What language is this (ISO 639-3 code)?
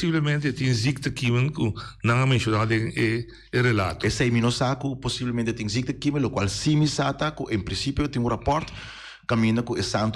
pap